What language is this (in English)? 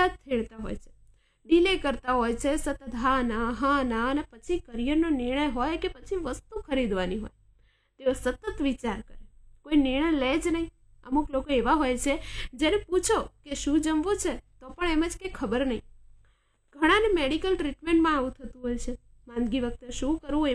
Gujarati